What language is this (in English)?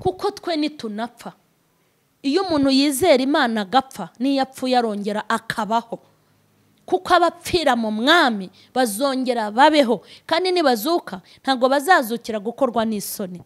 Kinyarwanda